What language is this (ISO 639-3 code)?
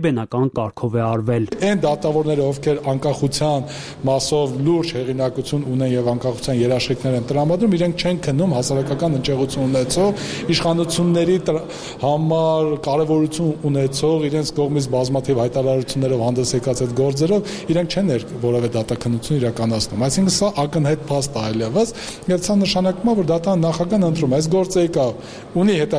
hye